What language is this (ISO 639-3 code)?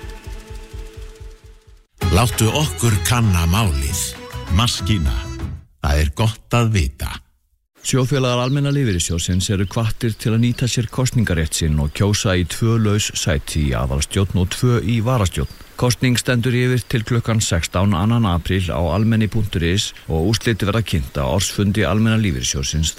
isl